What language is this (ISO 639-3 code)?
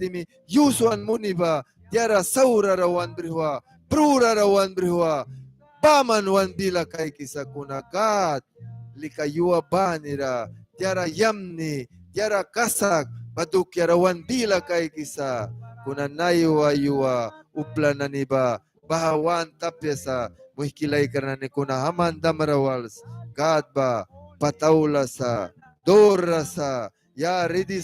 miq